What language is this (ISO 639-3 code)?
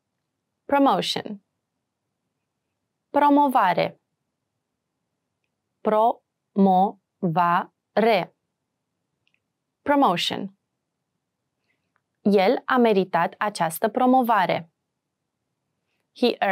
ron